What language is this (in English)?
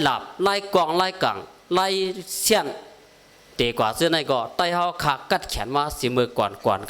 Shan